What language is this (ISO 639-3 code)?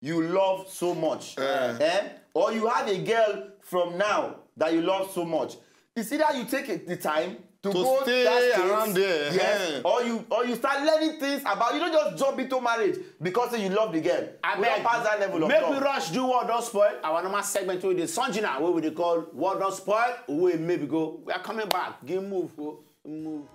pcm